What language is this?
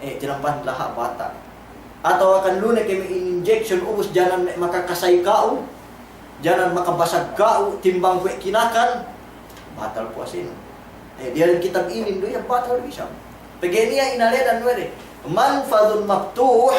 Yakan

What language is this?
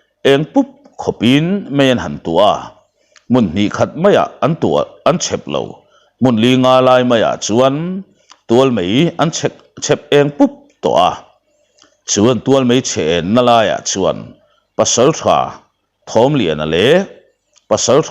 Mizo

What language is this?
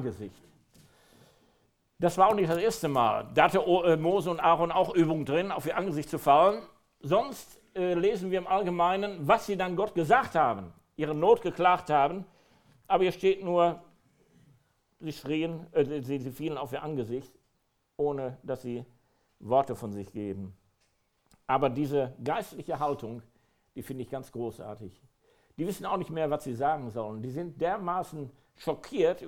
German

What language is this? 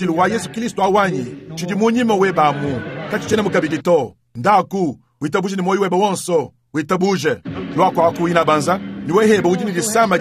Luba-Lulua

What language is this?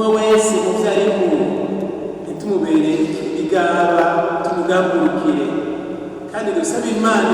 Rundi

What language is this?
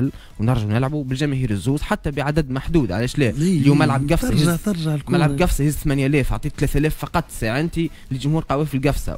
Tunisian Arabic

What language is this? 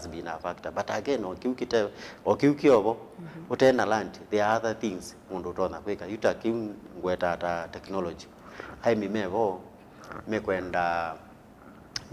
Kamba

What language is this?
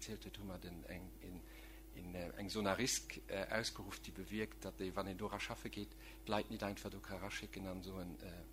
Luxembourgish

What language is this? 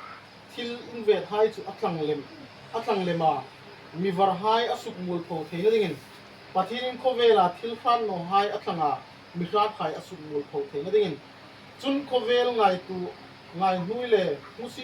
Hmar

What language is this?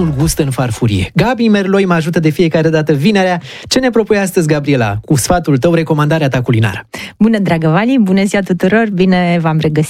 Romanian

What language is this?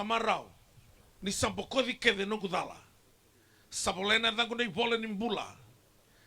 Fijian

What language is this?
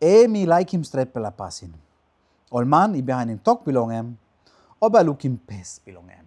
Tok Pisin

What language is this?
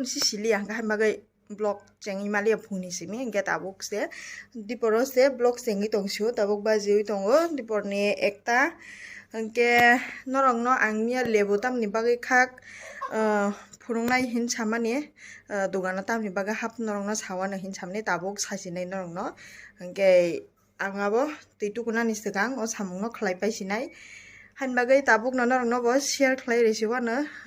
Kok Borok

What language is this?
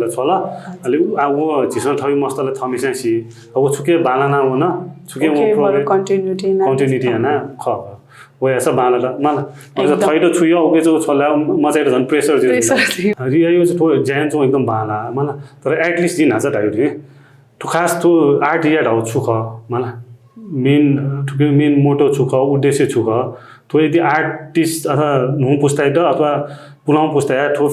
Newari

